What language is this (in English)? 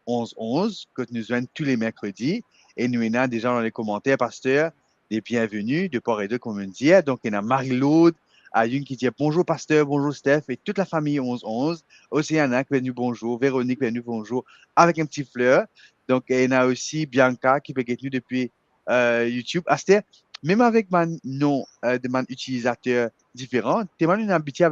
Morisyen